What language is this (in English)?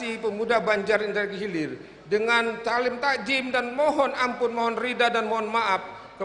Banjar